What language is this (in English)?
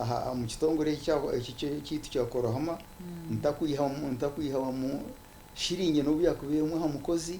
Nyankole